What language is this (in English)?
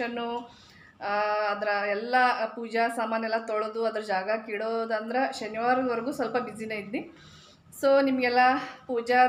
Kannada